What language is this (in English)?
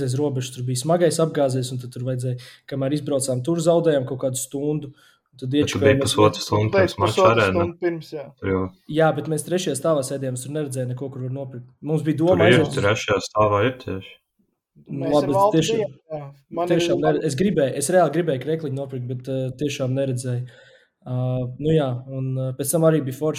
Latvian